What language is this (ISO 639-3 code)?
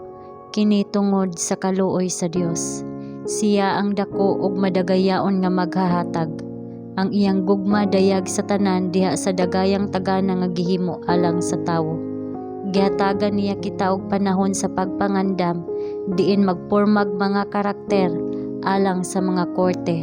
ceb